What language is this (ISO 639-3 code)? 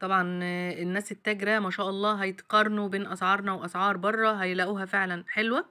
arz